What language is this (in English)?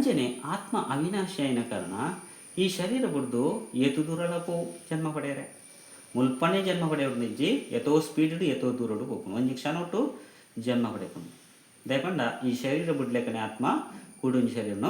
Tulu